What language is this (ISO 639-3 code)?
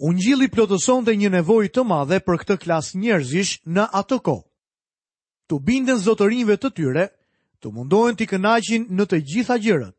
sqi